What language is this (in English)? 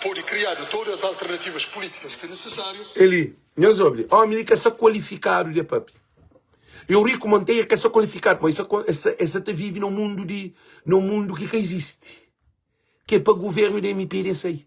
Kabuverdianu